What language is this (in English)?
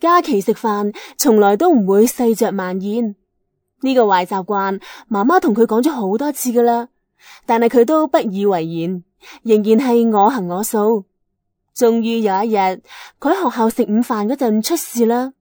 Cantonese